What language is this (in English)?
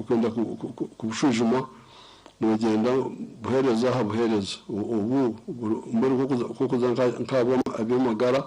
Nyankole